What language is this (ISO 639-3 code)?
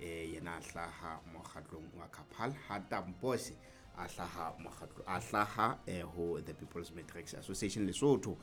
sot